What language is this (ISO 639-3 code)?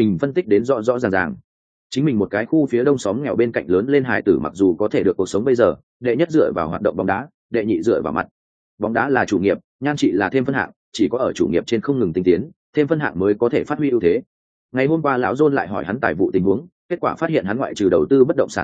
vie